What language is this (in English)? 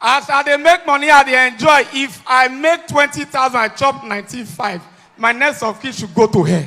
Nigerian Pidgin